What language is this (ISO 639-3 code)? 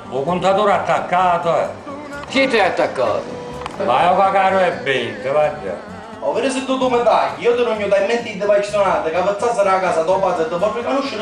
scn